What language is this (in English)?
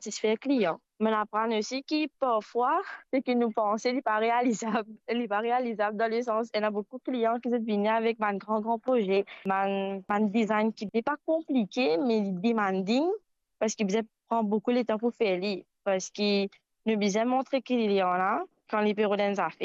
Morisyen